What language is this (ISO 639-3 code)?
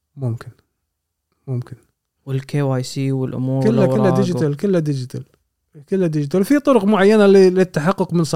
afb